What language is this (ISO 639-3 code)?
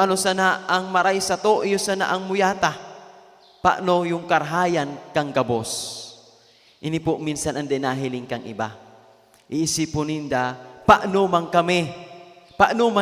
bik